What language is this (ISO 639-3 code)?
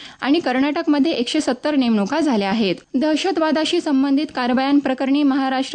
mar